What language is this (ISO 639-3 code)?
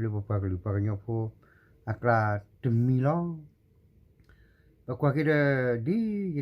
ksw